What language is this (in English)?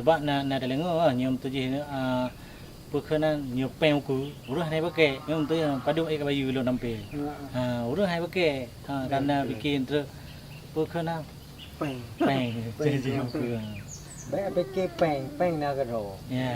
Achinese